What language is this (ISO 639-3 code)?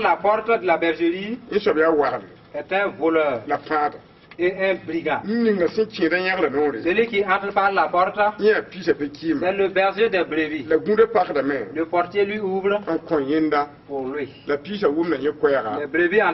mos